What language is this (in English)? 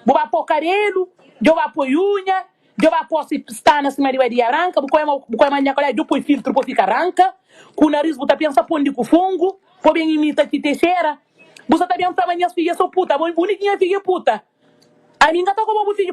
Kabuverdianu